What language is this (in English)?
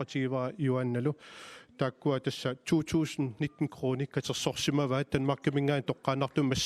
Kalaallisut